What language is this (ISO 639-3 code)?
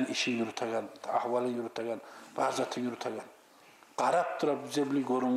kum